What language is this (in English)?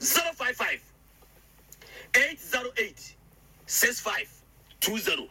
Akan